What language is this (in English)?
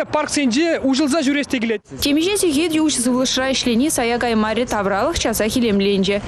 Chuvash